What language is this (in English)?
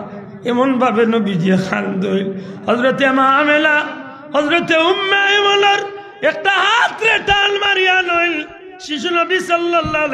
Sylheti